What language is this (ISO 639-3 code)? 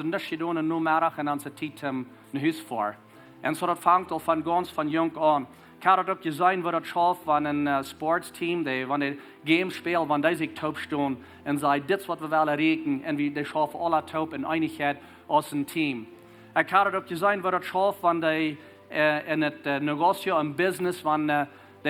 pdt